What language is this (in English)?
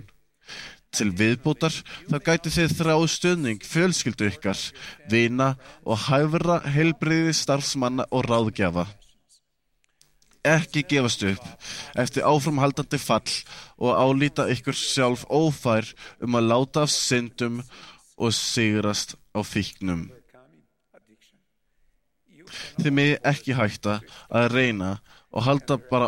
Icelandic